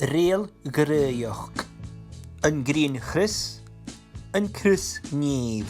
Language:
Irish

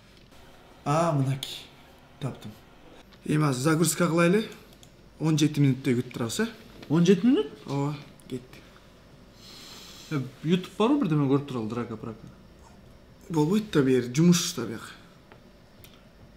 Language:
Kyrgyz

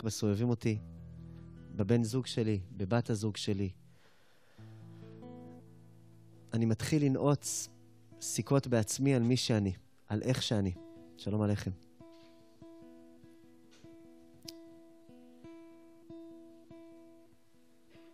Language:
Hebrew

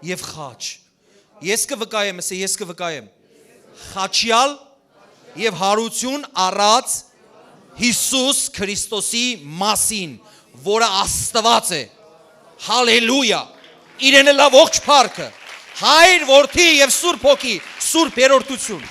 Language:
Western Armenian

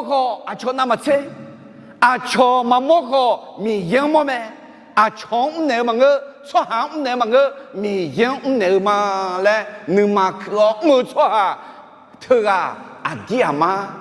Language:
Akha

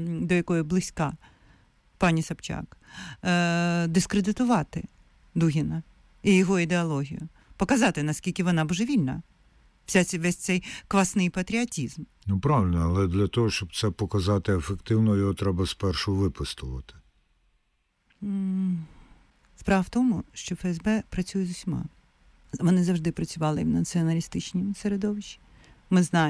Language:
Ukrainian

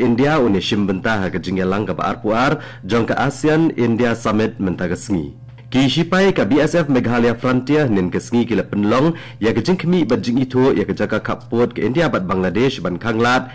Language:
Khasi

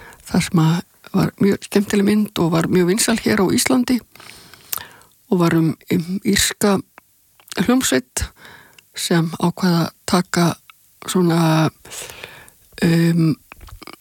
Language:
Icelandic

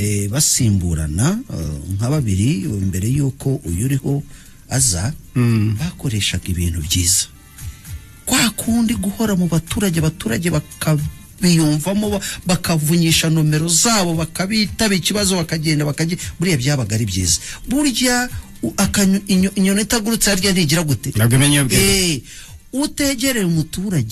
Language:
Kinyarwanda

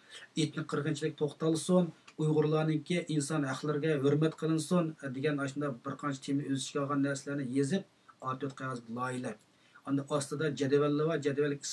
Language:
Uyghur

